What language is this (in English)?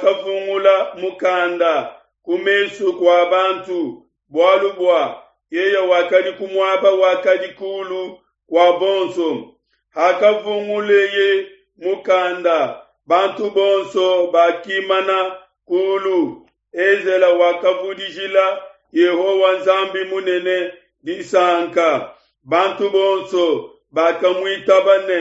Luba-Lulua